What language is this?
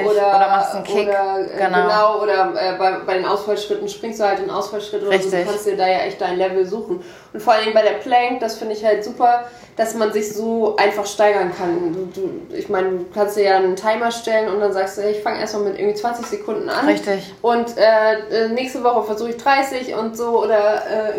German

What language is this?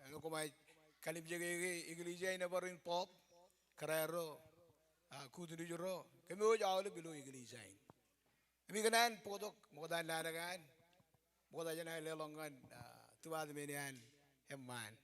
Marshallese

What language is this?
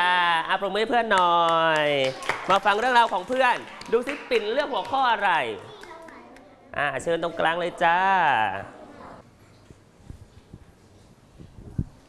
Thai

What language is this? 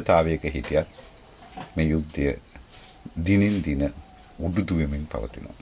Sinhala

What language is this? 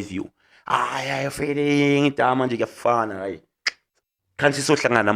Zulu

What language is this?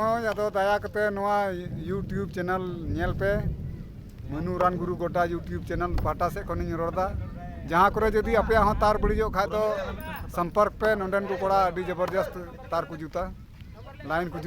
Santali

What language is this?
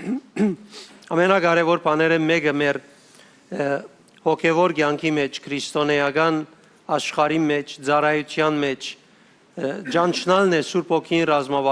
Western Armenian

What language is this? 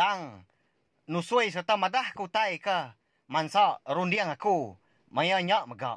Iban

